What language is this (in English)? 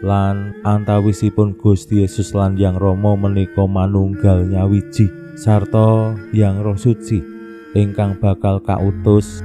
Javanese